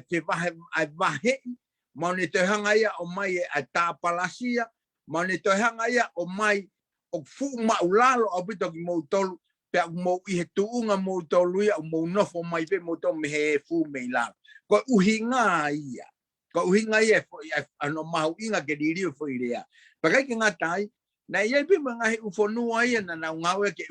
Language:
Tongan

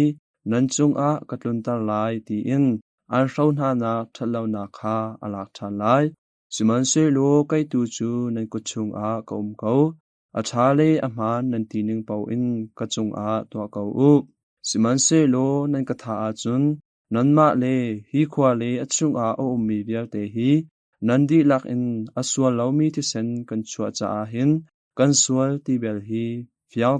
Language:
Hakha Chin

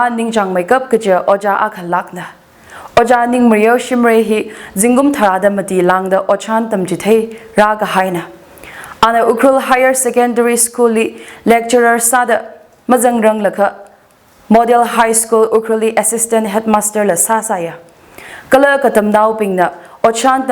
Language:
Tangkhul Naga (India)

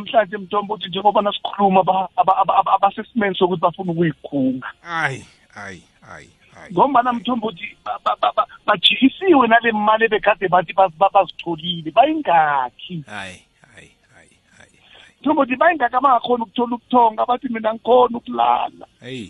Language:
South Ndebele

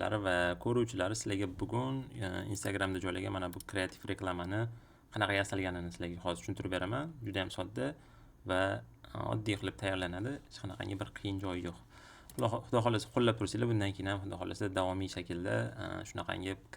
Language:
Uzbek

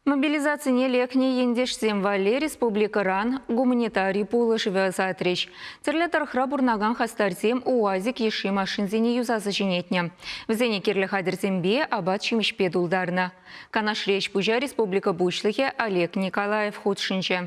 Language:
Chuvash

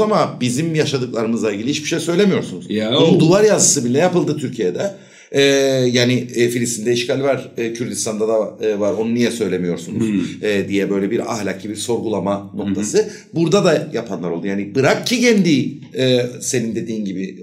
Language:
Turkish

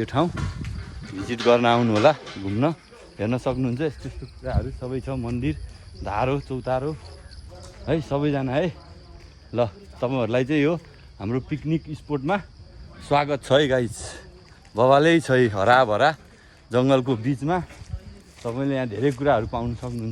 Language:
Nepali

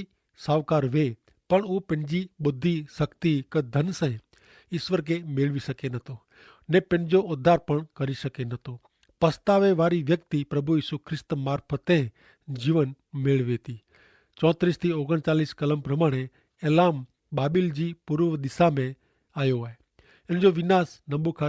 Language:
Kachhi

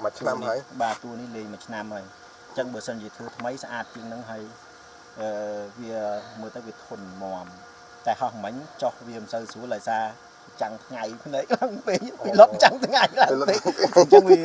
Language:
Khmer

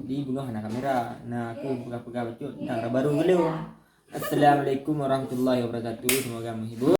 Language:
Achinese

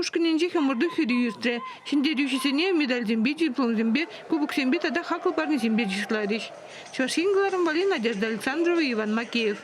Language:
Chuvash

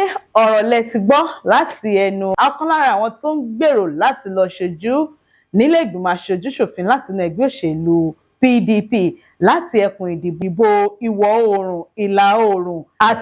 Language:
Yoruba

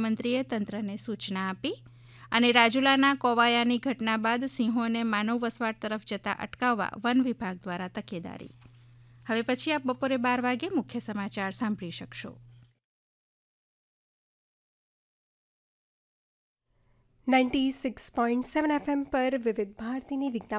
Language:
Gujarati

